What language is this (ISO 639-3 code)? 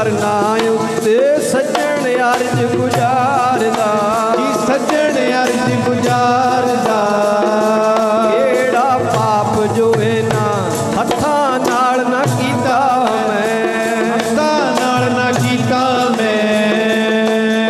pan